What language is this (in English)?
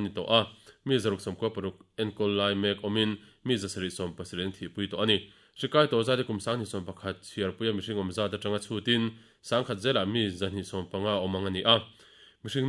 Mizo